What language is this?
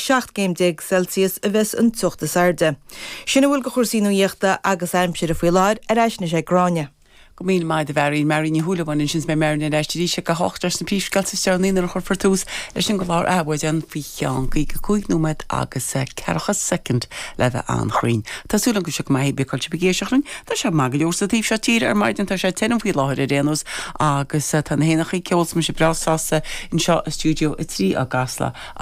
Irish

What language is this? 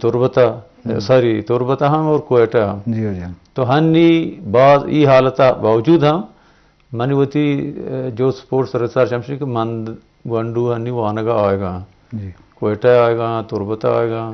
Eastern Balochi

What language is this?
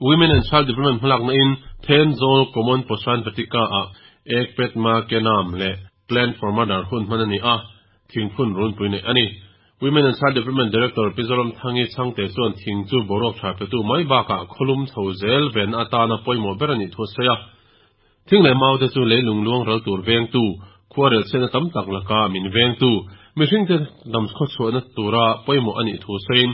Mizo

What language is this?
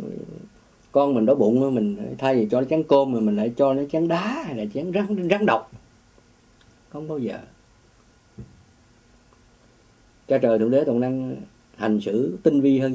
Vietnamese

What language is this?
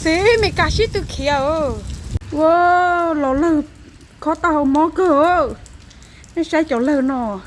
Hmong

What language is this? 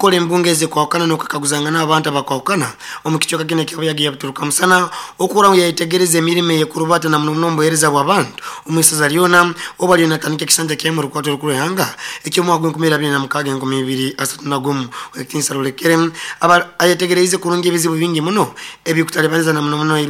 Nyoro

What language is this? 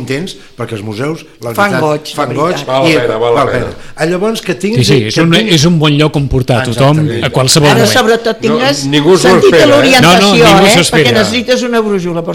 Catalan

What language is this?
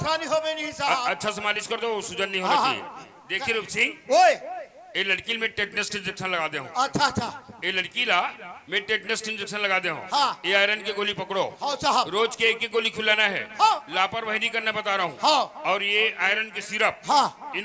Chhattisgarhi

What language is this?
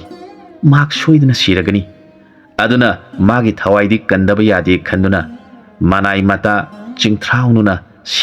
Manipuri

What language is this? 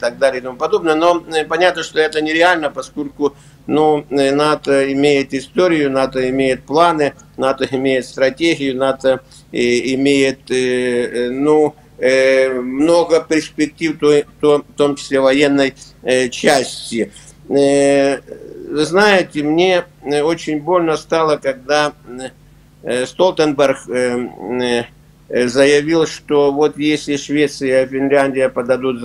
Russian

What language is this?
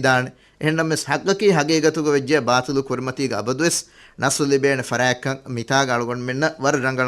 Divehi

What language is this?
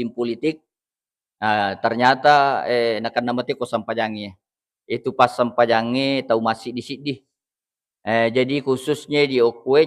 Buginese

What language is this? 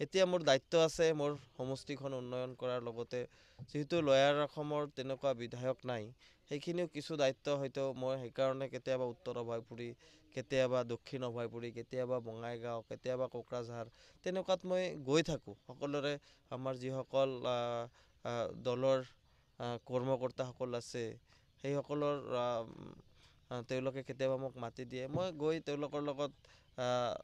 Assamese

